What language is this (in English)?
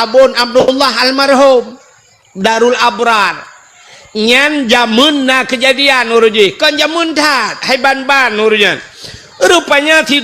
Achinese